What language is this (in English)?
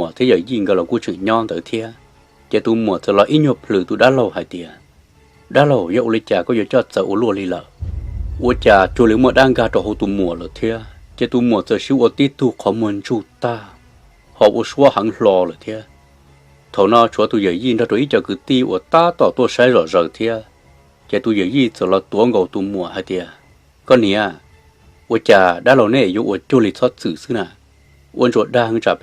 Hmong